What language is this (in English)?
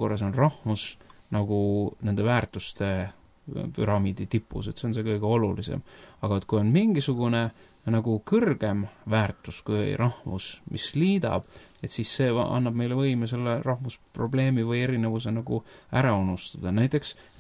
Estonian